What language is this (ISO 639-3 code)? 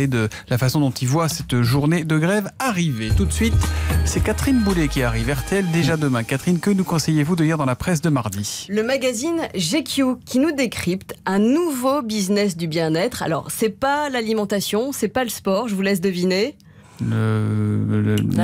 fra